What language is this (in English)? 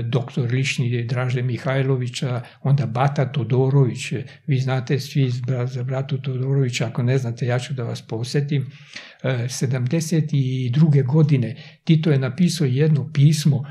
Serbian